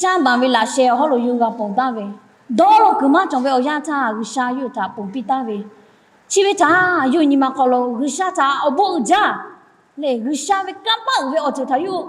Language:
Lahu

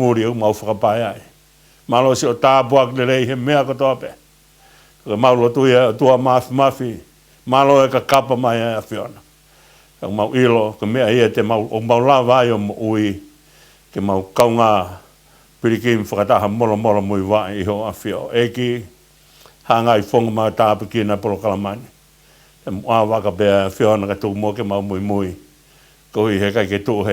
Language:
Tongan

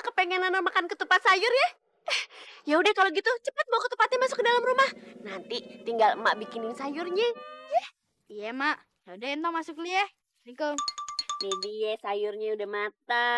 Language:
Betawi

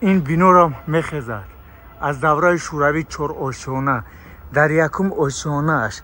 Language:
Tajik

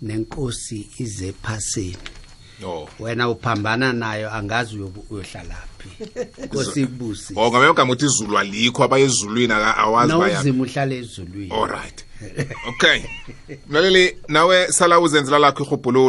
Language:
South Ndebele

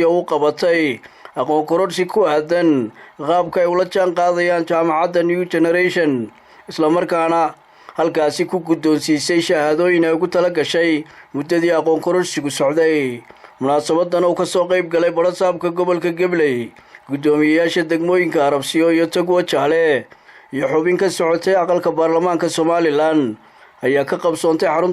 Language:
Somali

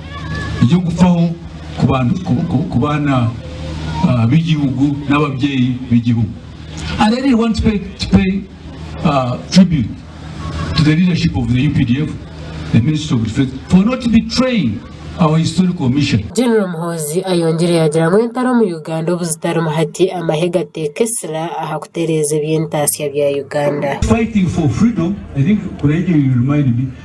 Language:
Nyankole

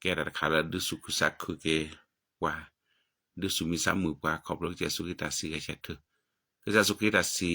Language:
S'gaw Karen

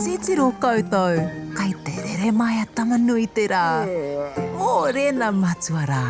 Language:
Māori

